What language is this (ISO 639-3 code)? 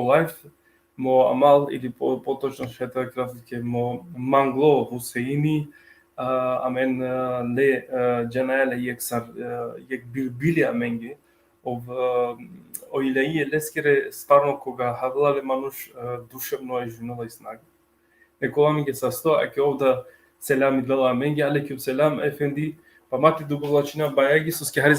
rmn